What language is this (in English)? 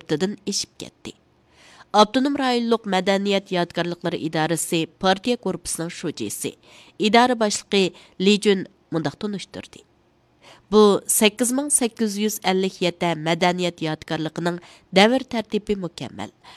Uyghur